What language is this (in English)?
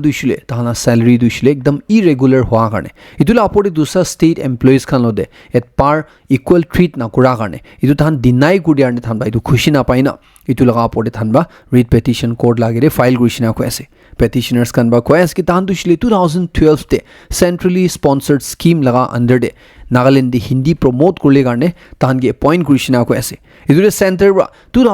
Naga Pidgin